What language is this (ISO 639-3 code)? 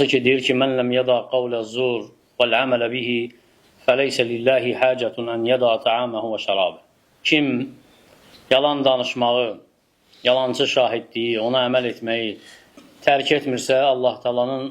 aze